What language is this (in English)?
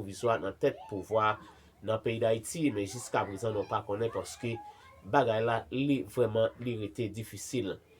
Haitian Creole